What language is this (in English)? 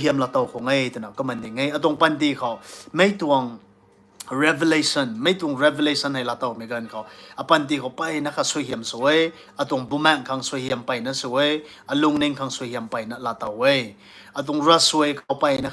Rongmei Naga